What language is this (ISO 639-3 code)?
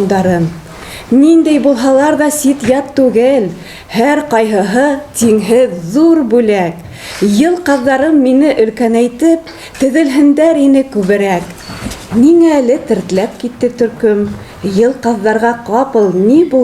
bak